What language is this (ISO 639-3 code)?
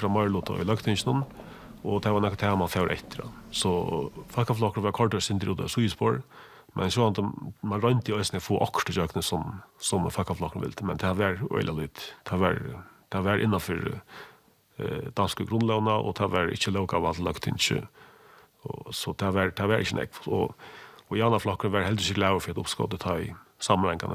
fao